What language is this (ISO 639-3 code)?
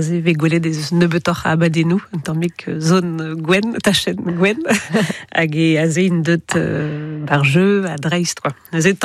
bre